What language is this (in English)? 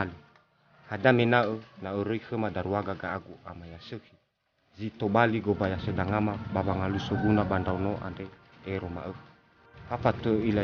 Nias